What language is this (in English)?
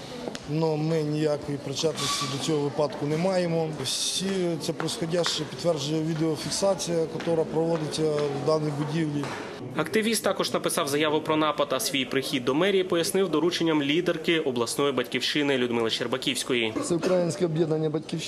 Ukrainian